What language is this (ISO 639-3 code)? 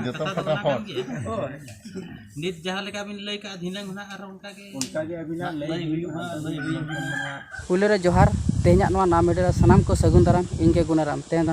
sat